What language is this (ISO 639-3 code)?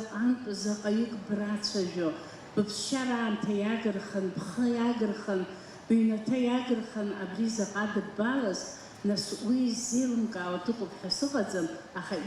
abk